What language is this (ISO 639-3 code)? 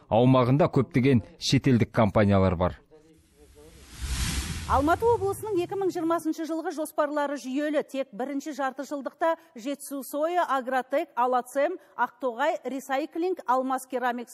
kaz